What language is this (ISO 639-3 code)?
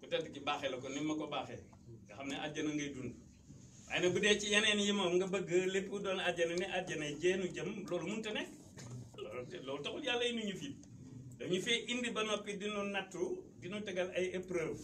wol